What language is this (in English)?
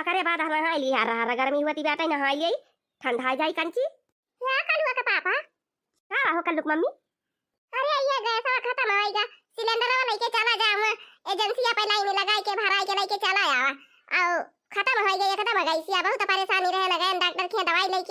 Awadhi